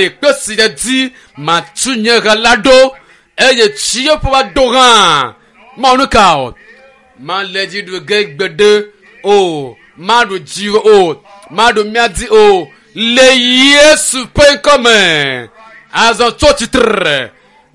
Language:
Ewe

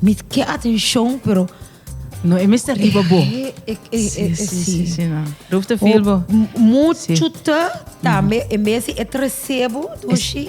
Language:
Papiamento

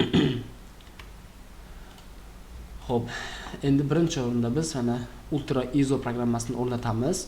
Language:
Uzbek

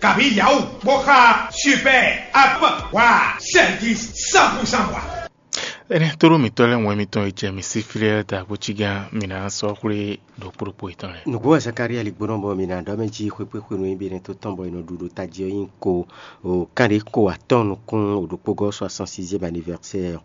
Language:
Fon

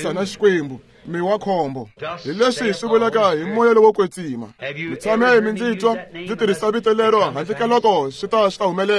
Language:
Tsonga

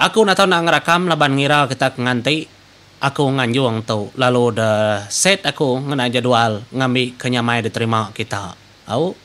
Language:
Iban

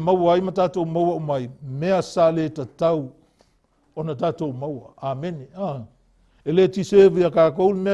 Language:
Samoan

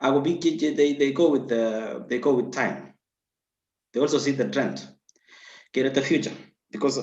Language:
Kalenjin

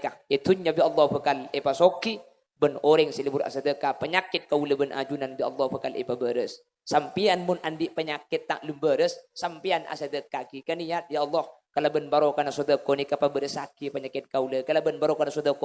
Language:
Madurese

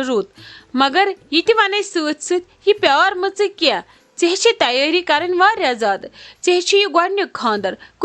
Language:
Kashmiri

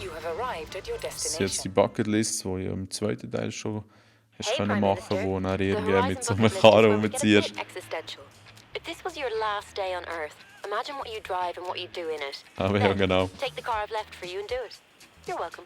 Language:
Swiss German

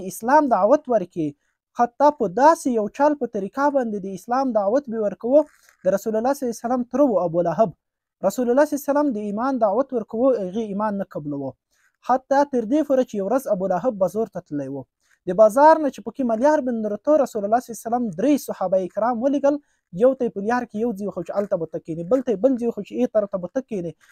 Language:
Pashto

